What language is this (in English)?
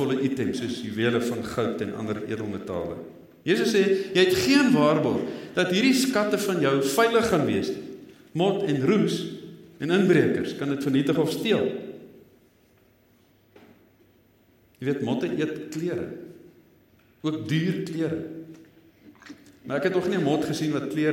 Afrikaans